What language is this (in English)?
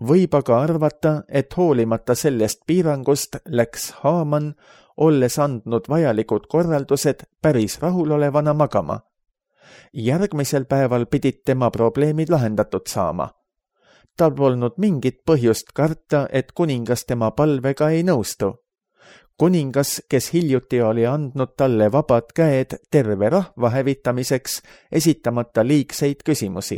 Estonian